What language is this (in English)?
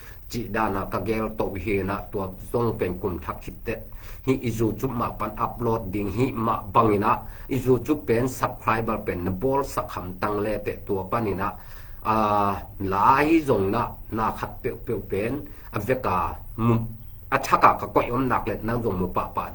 Tedim Chin